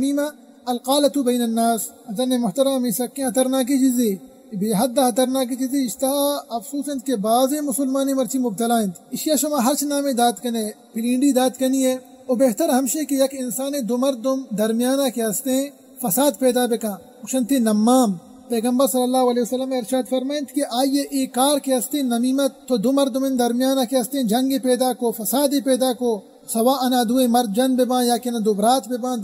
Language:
Baluchi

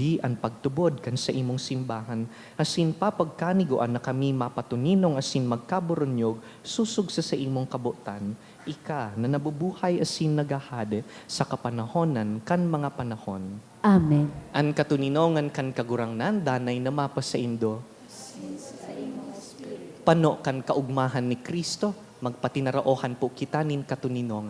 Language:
Bikol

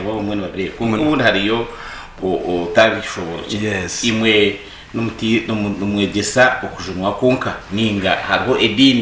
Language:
Nyankole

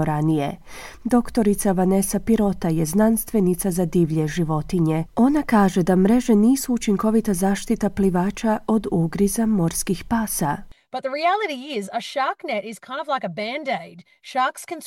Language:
Croatian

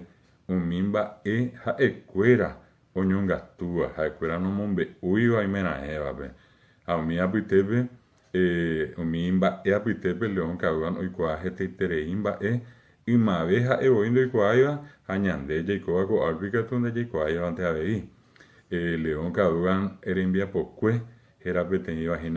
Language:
Guarani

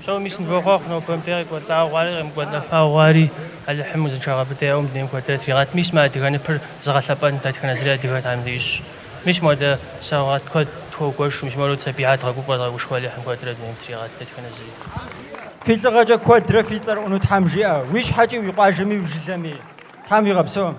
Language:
Kabardian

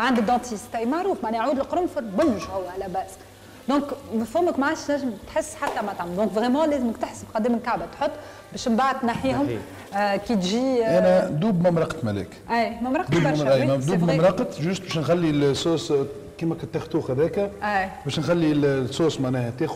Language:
Tunisian Arabic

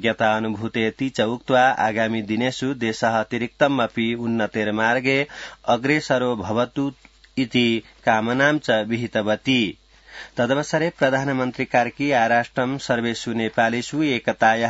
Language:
Sanskrit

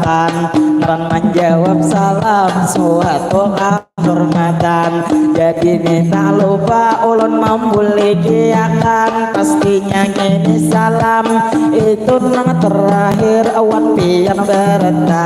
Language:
Banjar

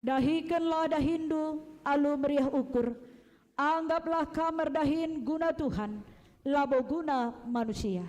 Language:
Batak Karo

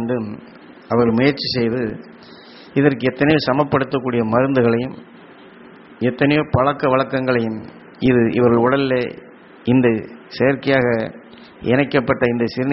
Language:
Tamil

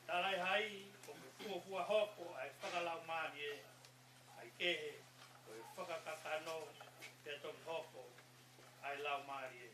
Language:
Tongan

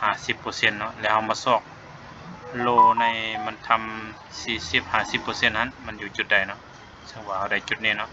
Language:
Lao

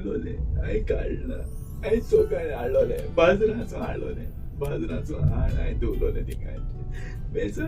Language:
Konkani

